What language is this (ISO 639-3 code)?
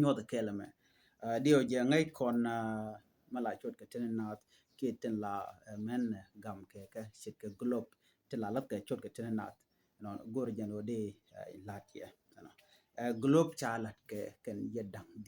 nus